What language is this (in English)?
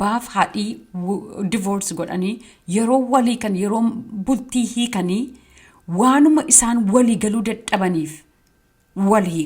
Oromo